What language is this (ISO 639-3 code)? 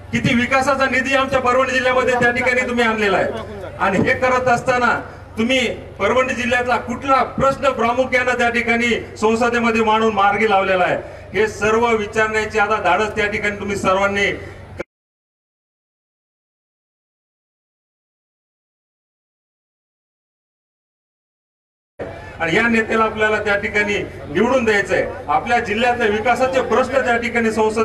mar